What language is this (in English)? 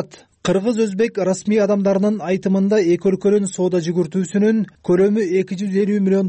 Kyrgyz